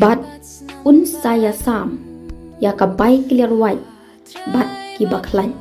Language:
Khasi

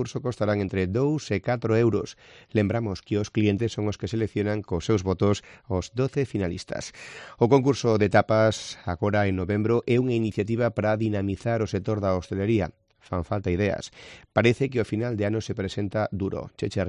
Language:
Galician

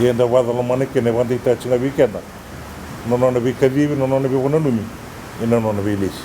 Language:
Fijian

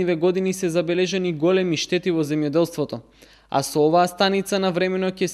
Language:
Macedonian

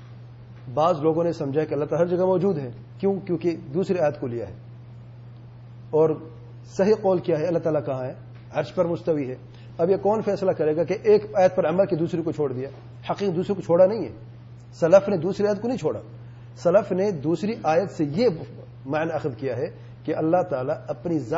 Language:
Urdu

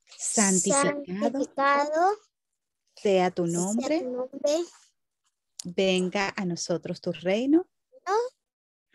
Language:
Spanish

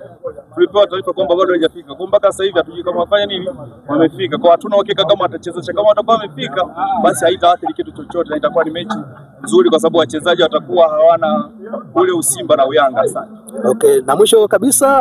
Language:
Swahili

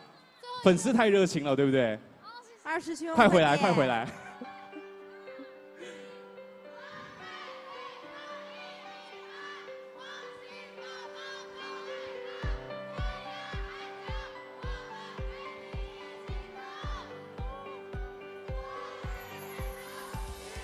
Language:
Chinese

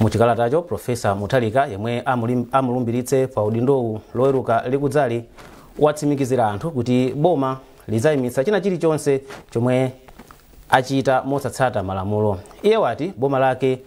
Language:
Nyanja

